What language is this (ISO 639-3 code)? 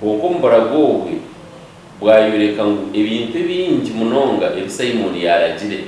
nyn